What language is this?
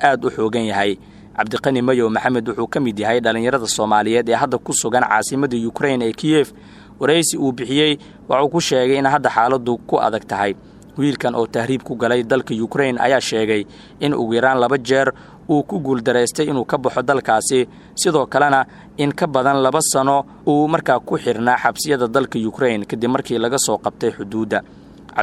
Somali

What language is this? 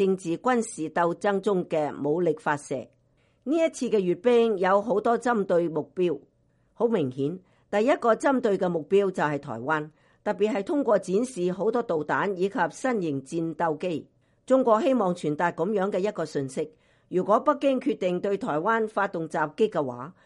Cantonese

